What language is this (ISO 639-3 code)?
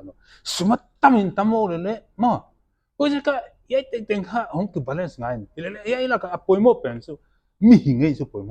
pck